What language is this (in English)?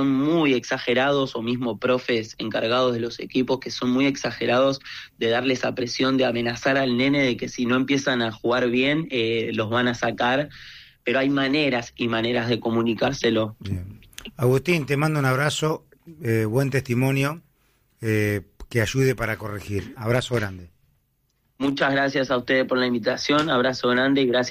Spanish